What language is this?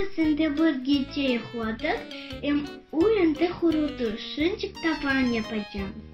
Crimean Tatar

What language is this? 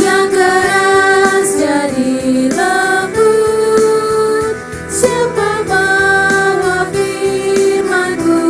Ambonese Malay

